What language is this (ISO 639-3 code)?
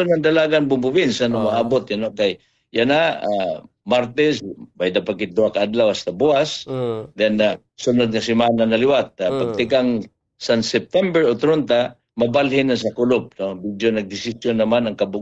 war